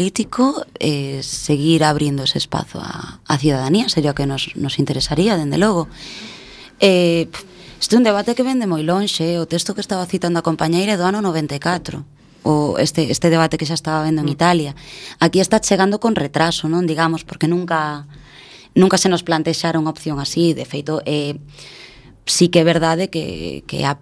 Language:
Galician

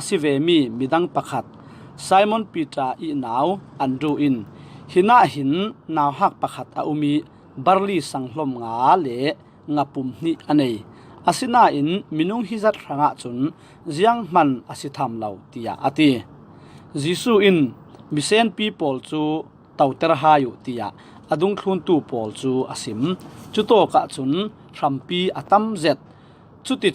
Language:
Falam Chin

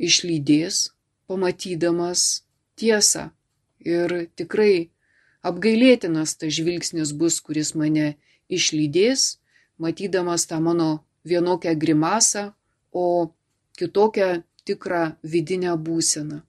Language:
Lithuanian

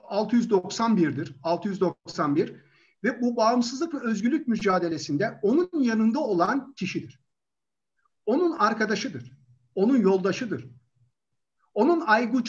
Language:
Turkish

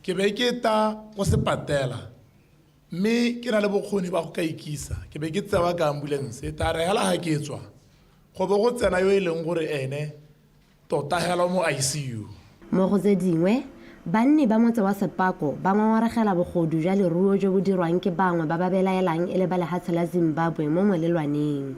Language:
Tswana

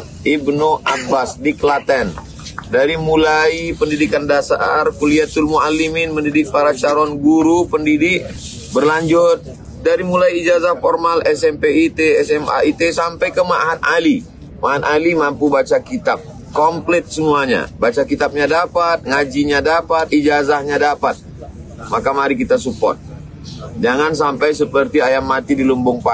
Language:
Indonesian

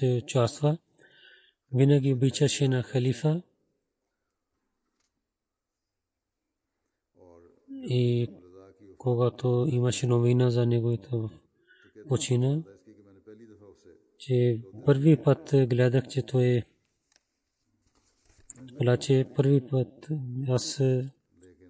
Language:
Bulgarian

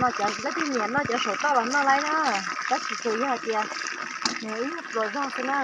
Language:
Hmong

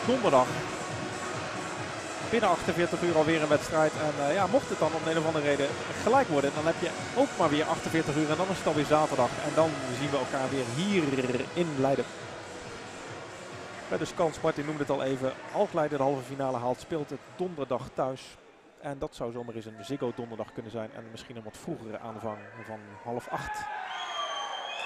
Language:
Dutch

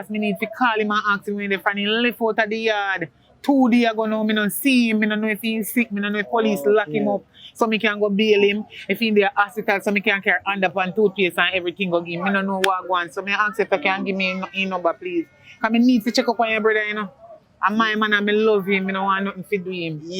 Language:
Jamaican Creole English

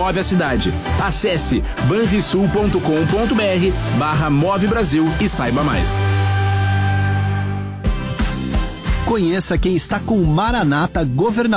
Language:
Portuguese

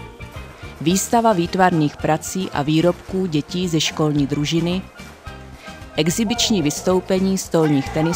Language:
Czech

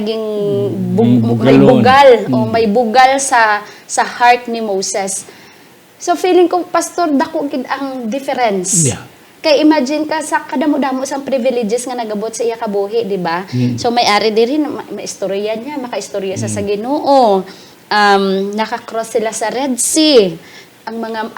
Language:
Hiligaynon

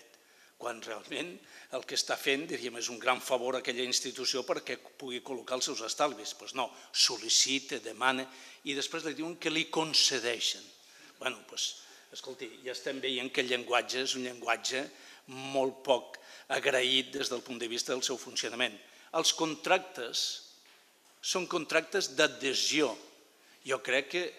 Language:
Catalan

